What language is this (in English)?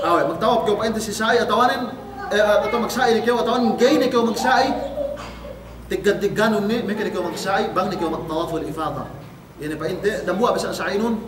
Yakan